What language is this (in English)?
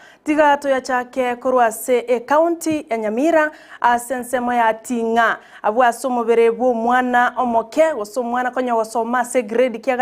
Gusii